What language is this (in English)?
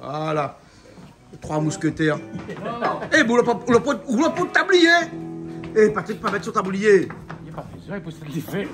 Réunion Creole French